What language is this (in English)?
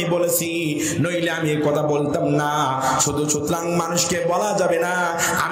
Bangla